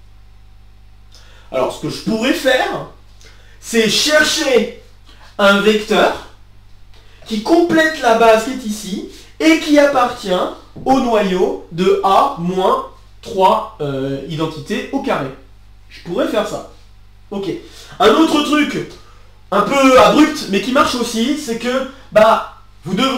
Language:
French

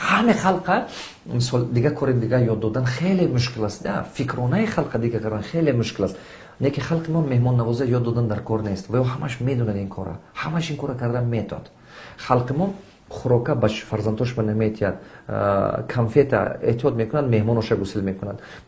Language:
Tajik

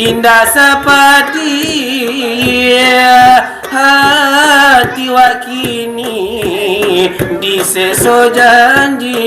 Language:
Minangkabau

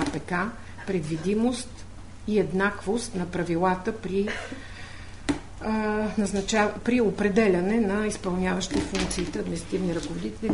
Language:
Bulgarian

